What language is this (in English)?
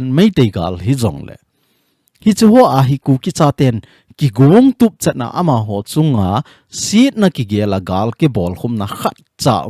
Thado Chin